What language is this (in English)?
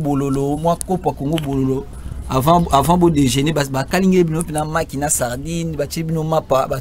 Lingala